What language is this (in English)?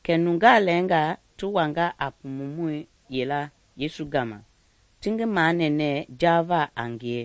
Mende